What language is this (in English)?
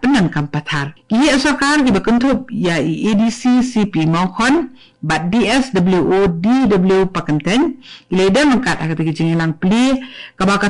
Khasi